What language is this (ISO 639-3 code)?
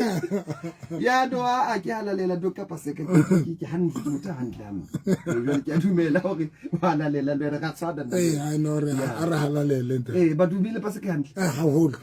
sot